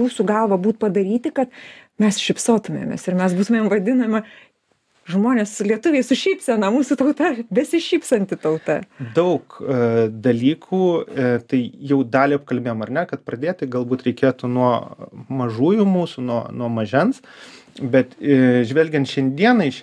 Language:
Lithuanian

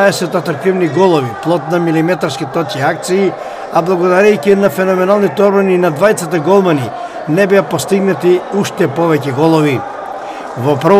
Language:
Macedonian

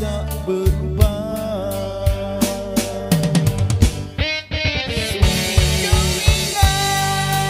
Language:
Malay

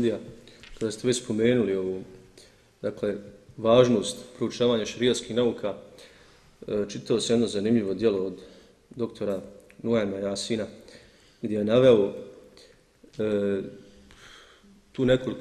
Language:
Bosnian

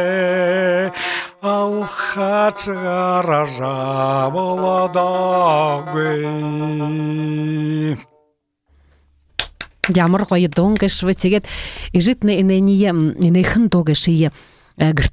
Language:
Buriat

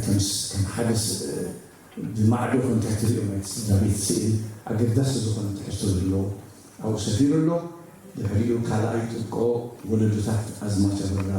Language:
Tigrinya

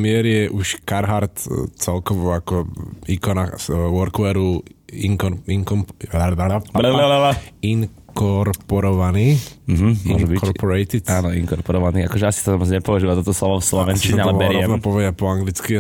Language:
Slovak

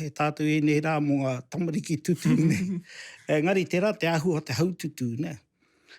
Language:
Māori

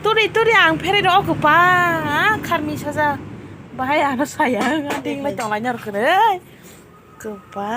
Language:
Kok Borok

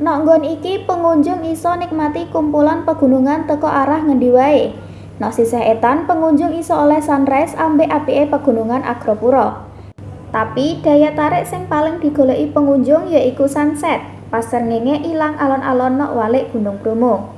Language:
Javanese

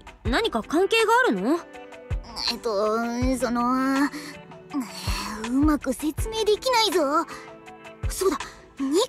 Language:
Japanese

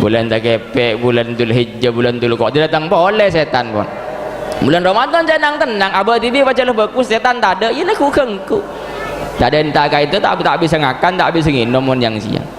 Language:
Madurese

